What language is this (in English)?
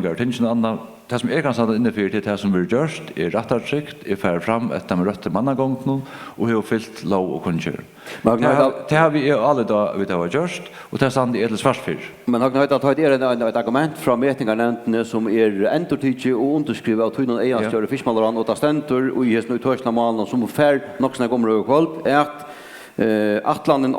Faroese